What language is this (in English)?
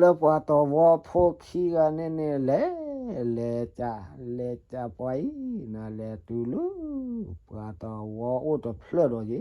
S'gaw Karen